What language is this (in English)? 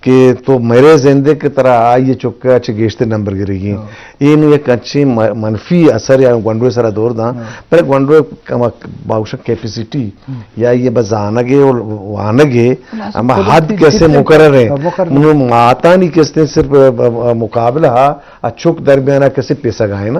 Eastern Balochi